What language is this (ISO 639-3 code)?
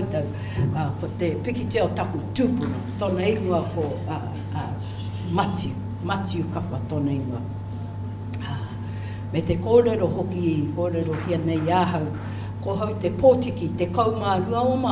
mri